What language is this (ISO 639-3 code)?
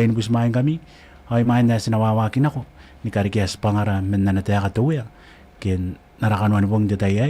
gil